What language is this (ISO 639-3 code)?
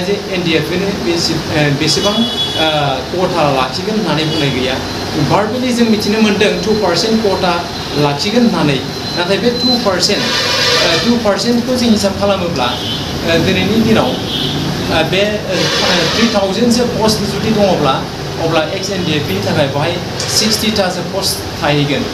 brx